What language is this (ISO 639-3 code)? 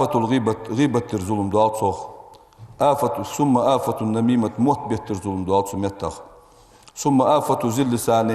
inh